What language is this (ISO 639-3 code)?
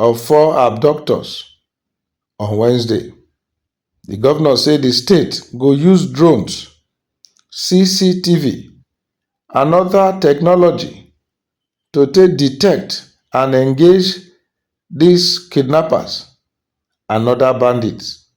pcm